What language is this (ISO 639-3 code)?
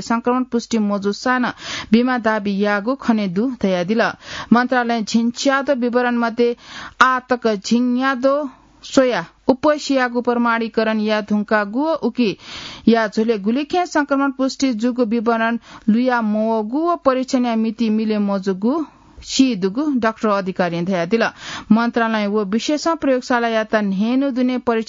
new